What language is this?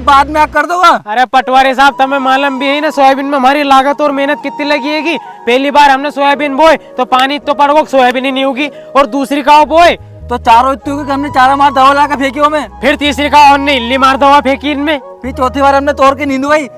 Rajasthani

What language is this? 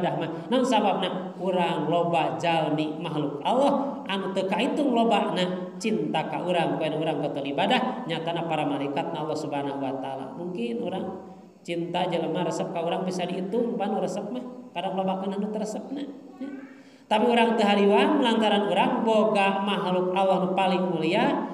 Sundanese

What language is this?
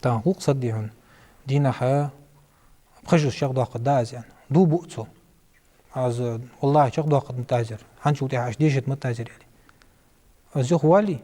Ingush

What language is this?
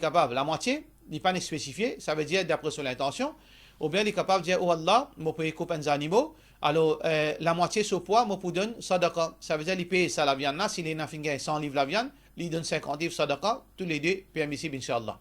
Morisyen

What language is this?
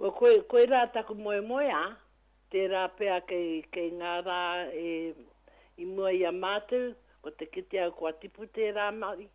Māori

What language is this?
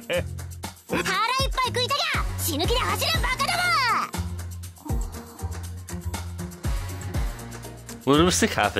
Japanese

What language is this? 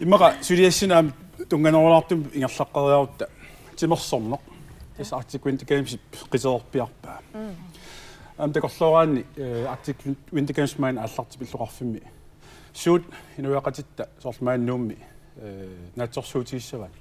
Kalaallisut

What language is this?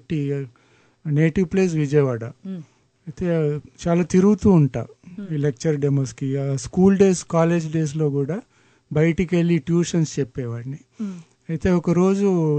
Telugu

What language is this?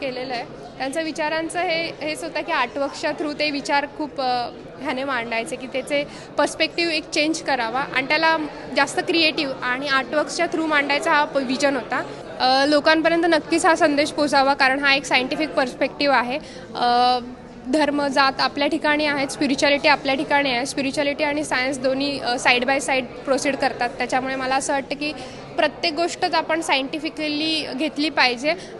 Marathi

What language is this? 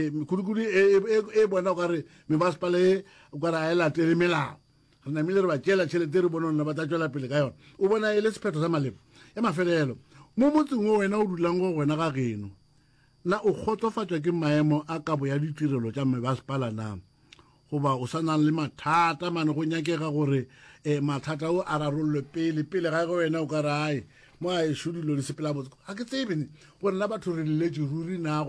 Northern Sotho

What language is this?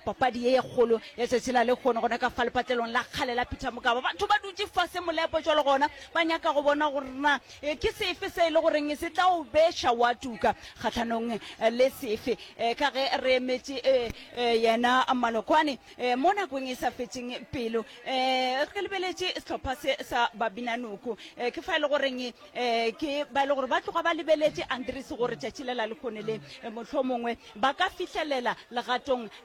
Northern Sotho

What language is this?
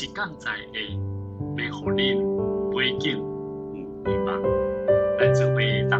Min Nan Chinese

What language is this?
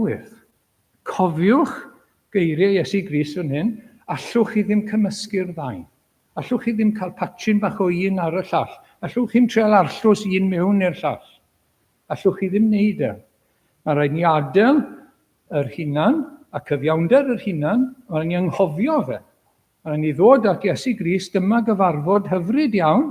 Welsh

